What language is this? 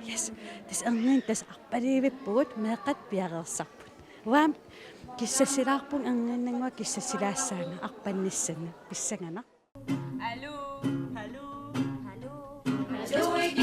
Kalaallisut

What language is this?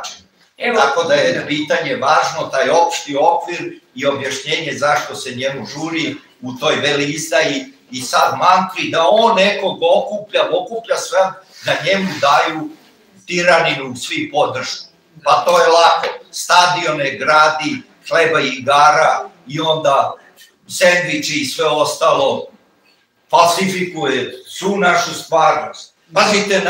Serbian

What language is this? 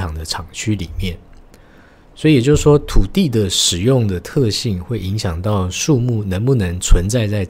Chinese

